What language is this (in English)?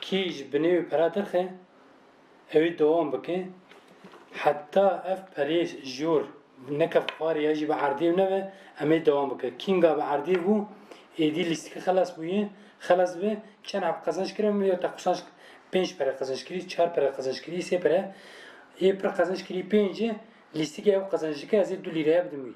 Kurdish